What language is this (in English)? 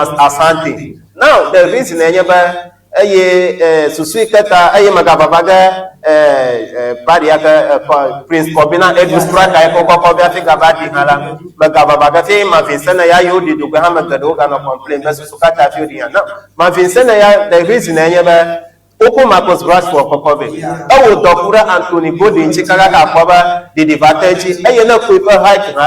Ewe